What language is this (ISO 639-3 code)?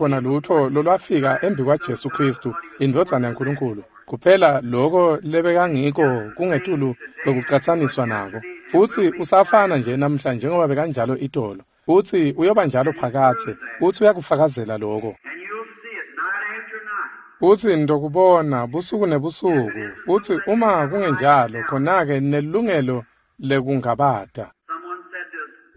ssw